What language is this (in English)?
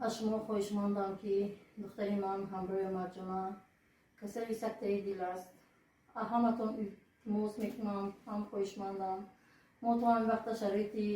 Tajik